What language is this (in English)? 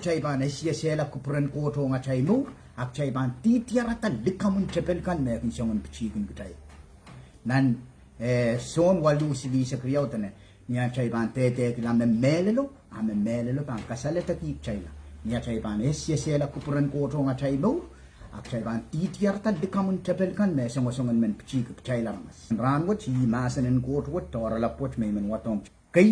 Pohnpeian